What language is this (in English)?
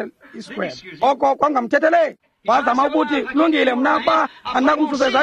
Xhosa